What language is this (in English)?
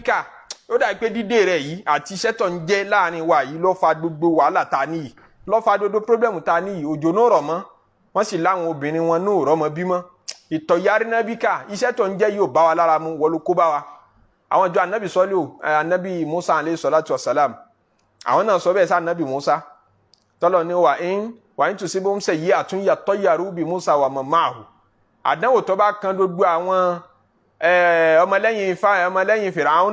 Yoruba